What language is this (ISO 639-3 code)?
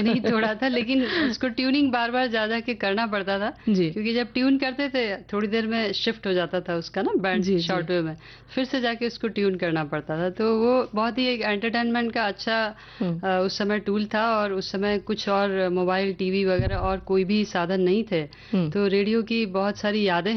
hin